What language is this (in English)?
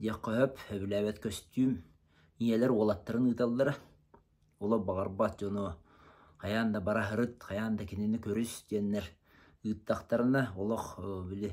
Yakut